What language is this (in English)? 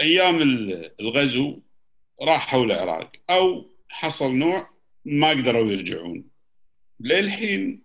Gulf Arabic